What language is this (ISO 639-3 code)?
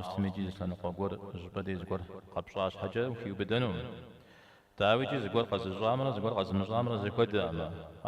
kbd